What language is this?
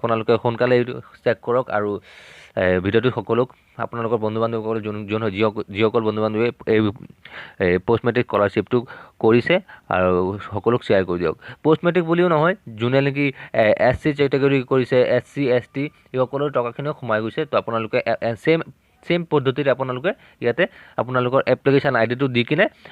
Assamese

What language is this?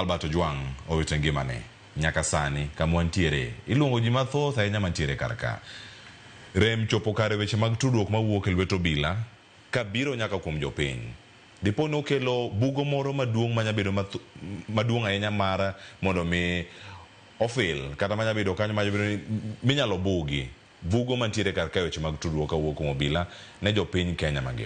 Luo (Kenya and Tanzania)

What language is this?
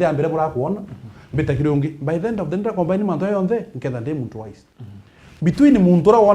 Meru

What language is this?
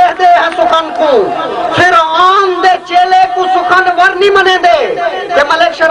Saraiki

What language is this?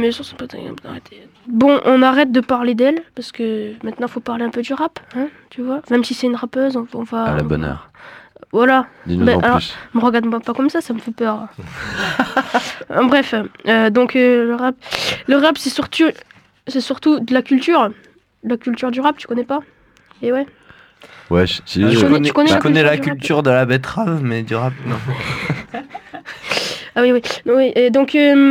French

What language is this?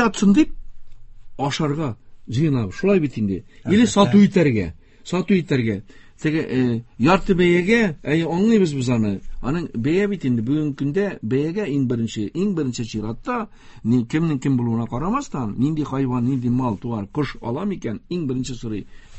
Tatar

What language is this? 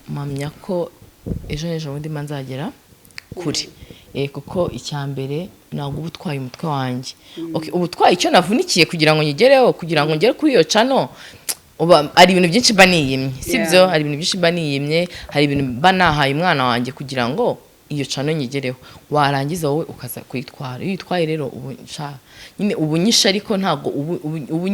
Kinyarwanda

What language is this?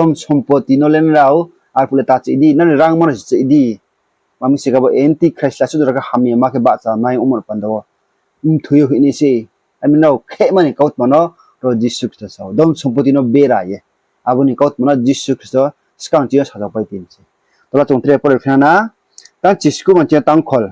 Riang (India)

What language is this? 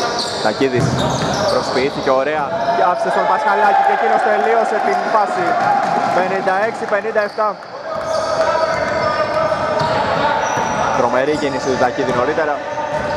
Greek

